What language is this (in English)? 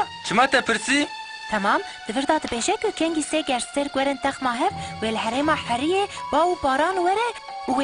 Kurdish